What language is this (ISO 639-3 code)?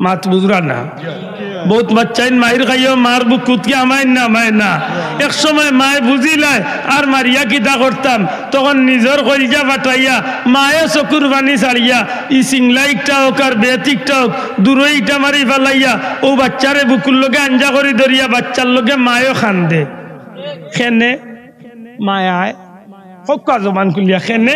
syl